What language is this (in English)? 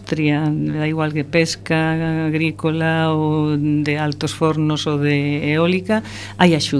Galician